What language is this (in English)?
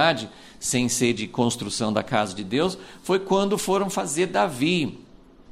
Portuguese